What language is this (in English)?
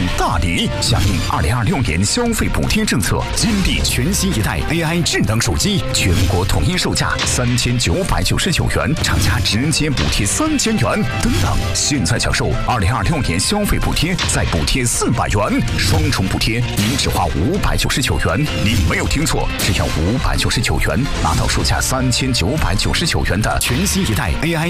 Chinese